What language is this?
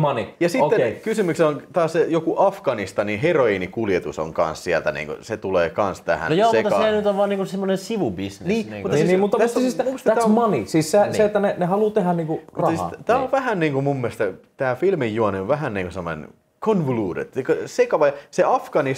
Finnish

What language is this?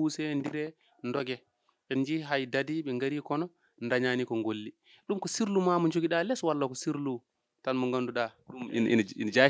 Fula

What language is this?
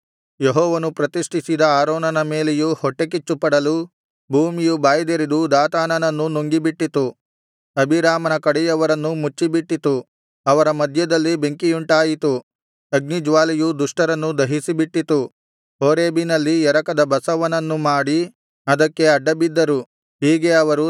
Kannada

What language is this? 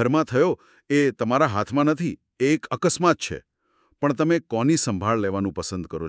Gujarati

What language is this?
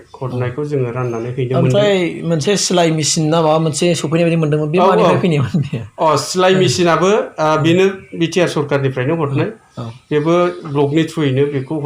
Bodo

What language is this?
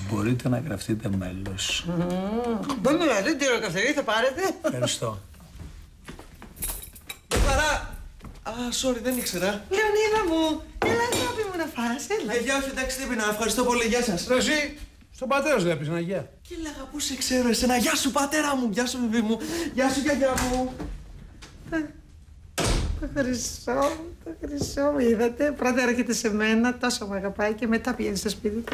Greek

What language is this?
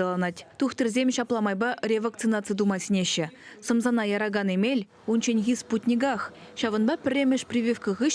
Chuvash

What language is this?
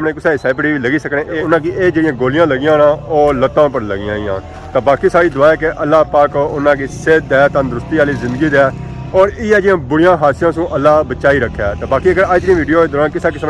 Pahari-Potwari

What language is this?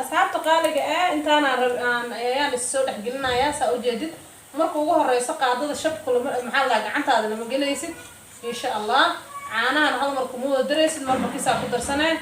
Somali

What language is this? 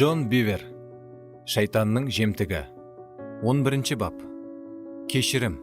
Kara-Kalpak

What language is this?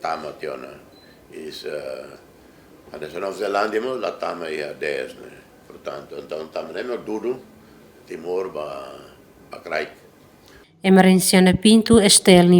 Tetum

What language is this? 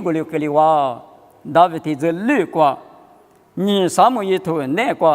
Lisu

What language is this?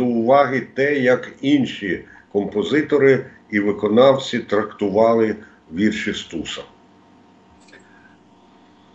Ukrainian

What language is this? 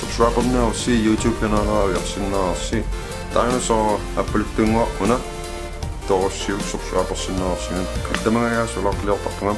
Kalaallisut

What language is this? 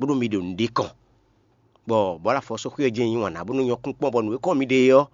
Fon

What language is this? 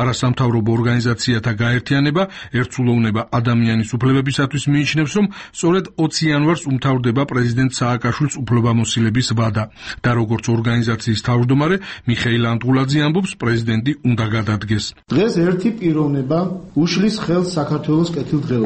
Georgian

